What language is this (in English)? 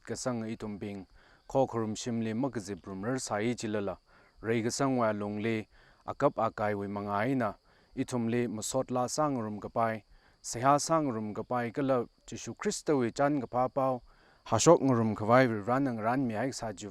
Tangkhul Naga (India)